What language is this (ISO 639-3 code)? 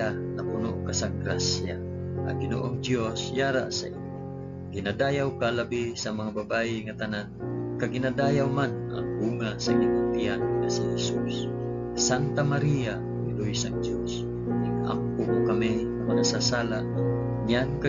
hil